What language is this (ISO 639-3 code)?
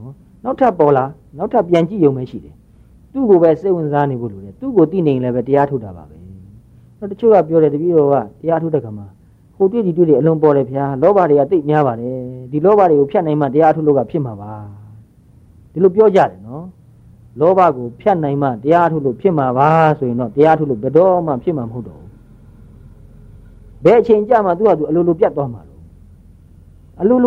mya